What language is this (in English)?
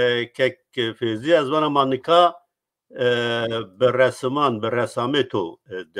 Zaza